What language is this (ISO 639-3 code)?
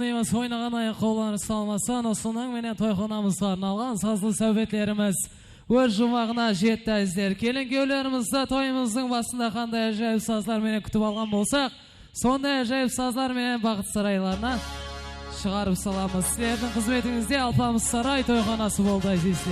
kaa